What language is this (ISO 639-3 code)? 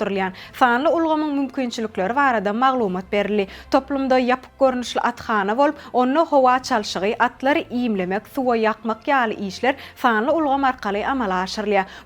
tuk